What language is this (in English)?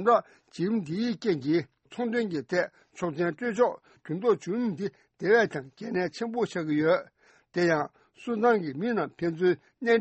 Tibetan